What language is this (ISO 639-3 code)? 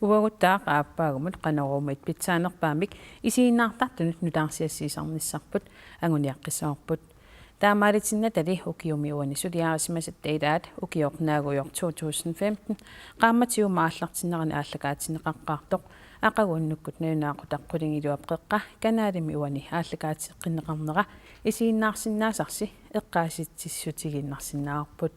kal